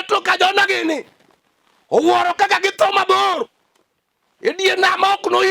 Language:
Luo (Kenya and Tanzania)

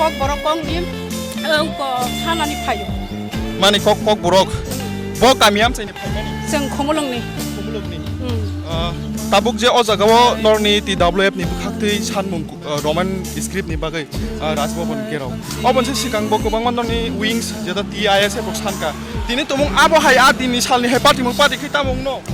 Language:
Kok Borok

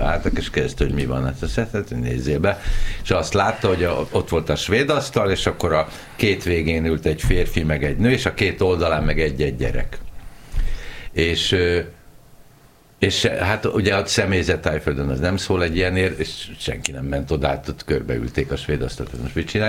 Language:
Hungarian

